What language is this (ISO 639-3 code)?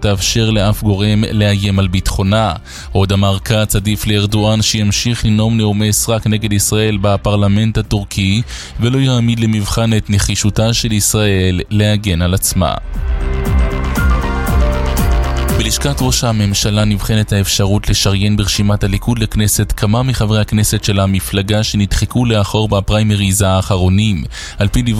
heb